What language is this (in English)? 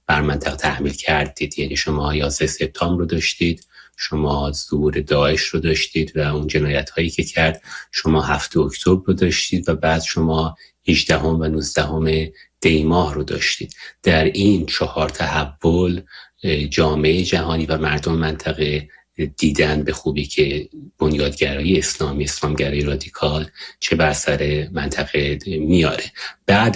Persian